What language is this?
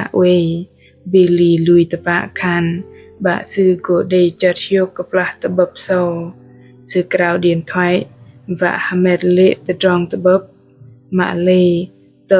Bahnar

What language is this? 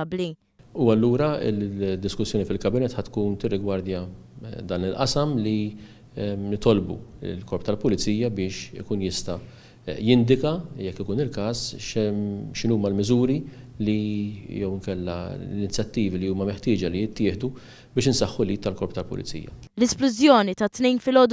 Maltese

